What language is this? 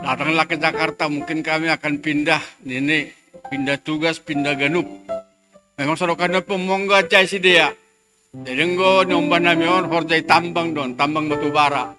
Batak Simalungun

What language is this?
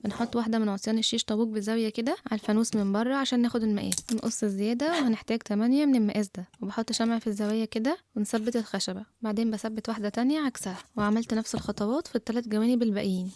Egyptian Arabic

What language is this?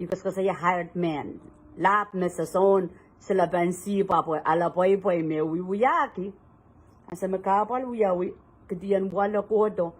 Pohnpeian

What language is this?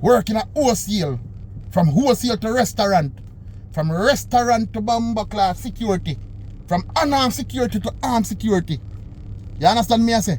Jamaican Creole English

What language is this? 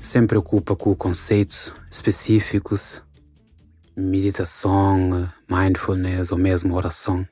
Kabuverdianu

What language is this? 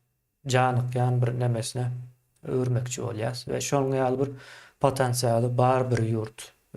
Turkmen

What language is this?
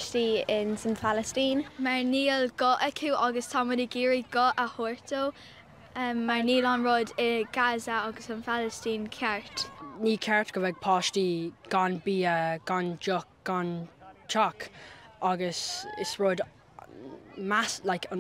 Irish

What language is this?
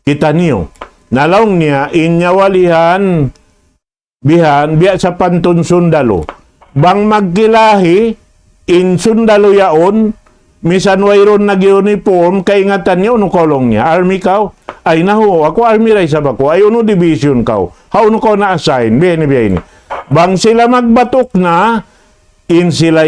Tausug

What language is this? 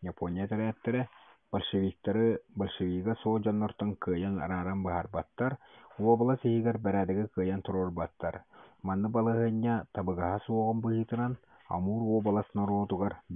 Yakut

